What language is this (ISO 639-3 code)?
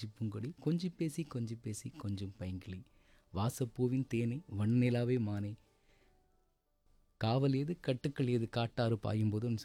tam